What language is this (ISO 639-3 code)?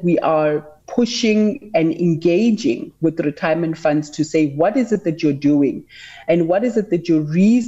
eng